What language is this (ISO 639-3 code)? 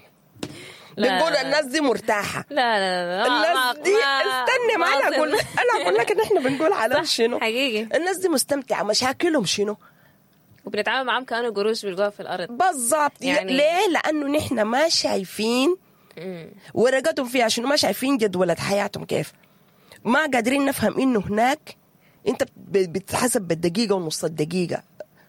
apd